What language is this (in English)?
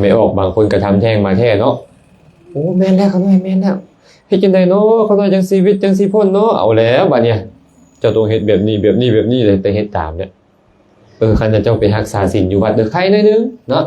Lao